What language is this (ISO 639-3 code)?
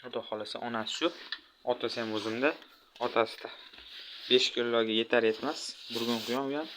uzb